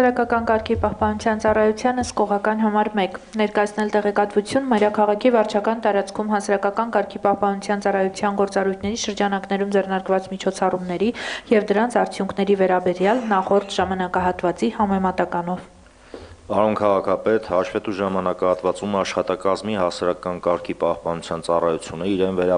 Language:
Armenian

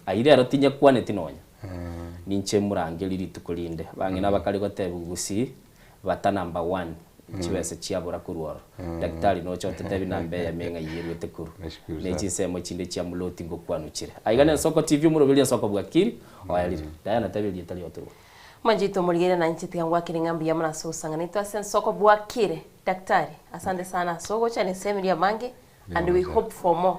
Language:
Gusii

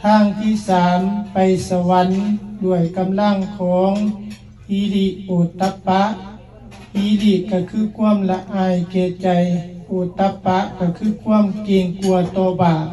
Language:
Lao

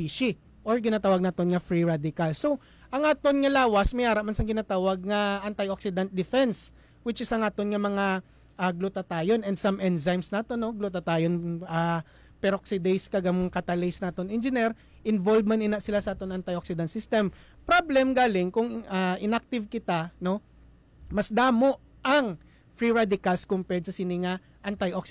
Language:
Hiligaynon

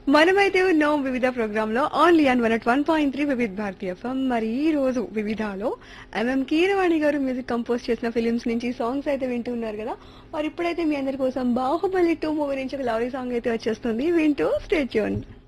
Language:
Telugu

